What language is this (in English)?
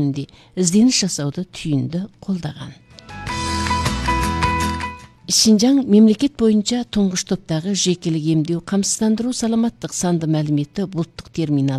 Kazakh